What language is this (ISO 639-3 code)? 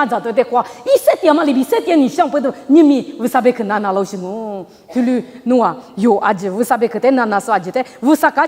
lis